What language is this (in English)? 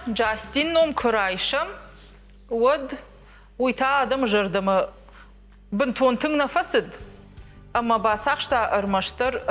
Ossetic